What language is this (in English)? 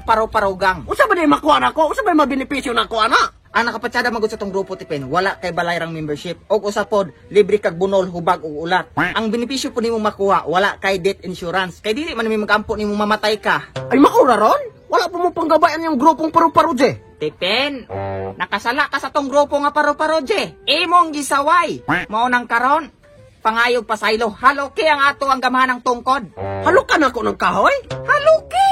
Cebuano